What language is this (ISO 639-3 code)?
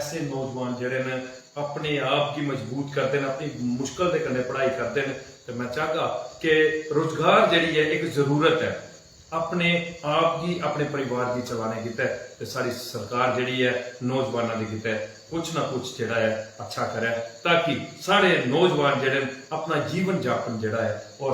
doi